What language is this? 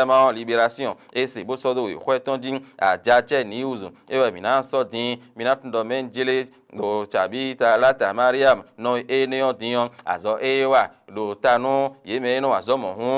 Fon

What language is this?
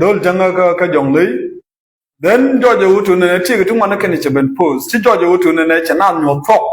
Nuer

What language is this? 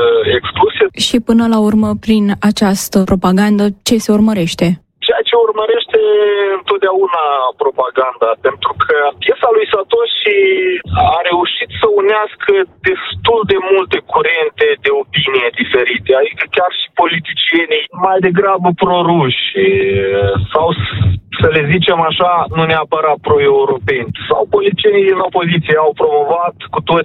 Romanian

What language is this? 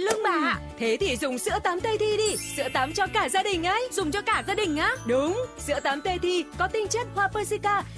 Vietnamese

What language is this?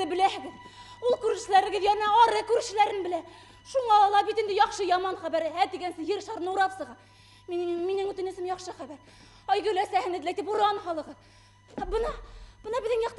Bashkir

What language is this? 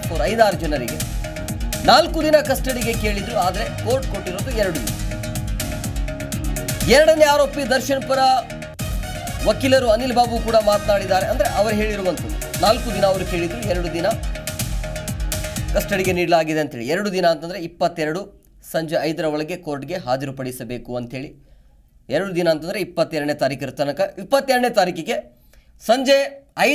Kannada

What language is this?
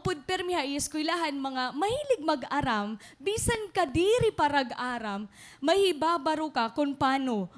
Waray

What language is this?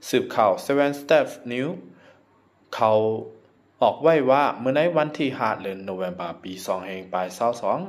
Shan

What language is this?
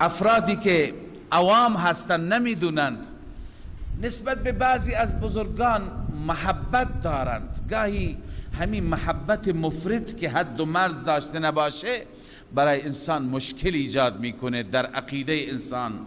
Persian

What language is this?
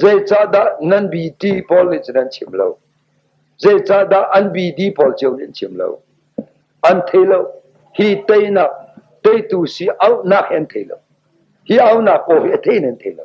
Hakha Chin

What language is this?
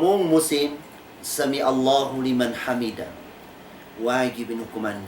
Tausug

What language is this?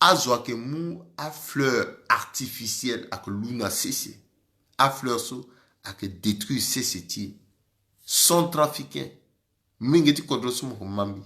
Sango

